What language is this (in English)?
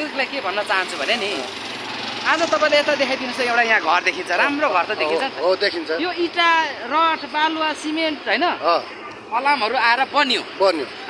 Nepali